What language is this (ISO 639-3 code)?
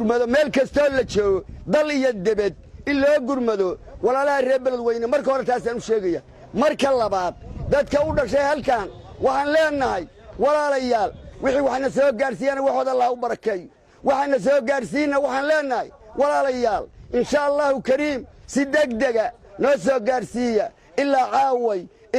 som